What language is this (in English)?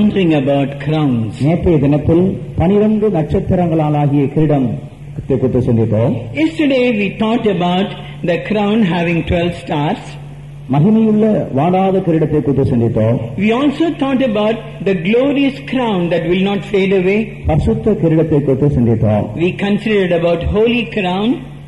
Tamil